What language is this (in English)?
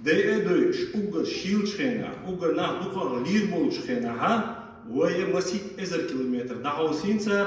Chechen